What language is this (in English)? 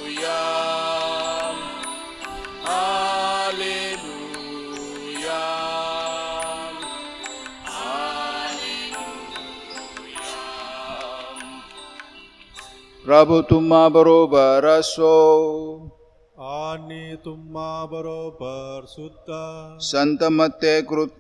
Marathi